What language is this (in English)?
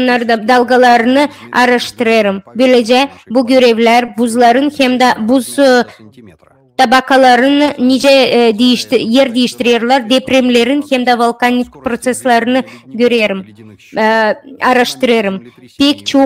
Gagauz